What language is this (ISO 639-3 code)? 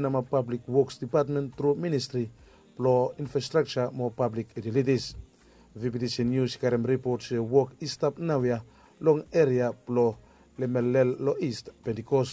bis